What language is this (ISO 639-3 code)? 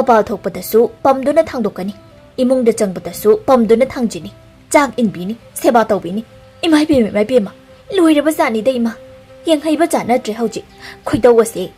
mni